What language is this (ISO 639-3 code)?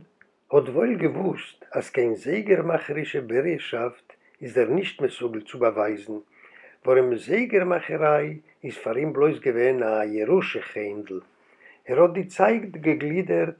yid